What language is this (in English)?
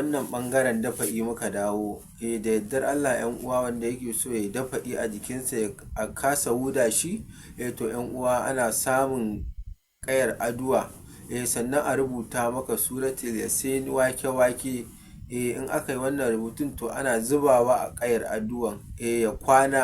Hausa